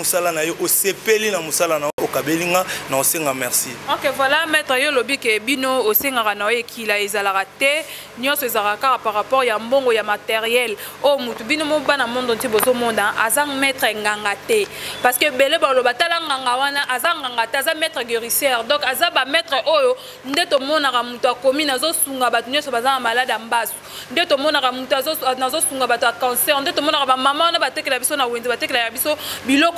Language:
Lingala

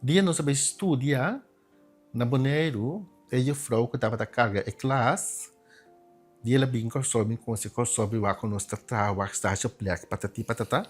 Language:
Papiamento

